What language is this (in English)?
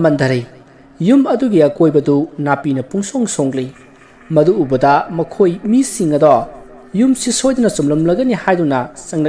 Manipuri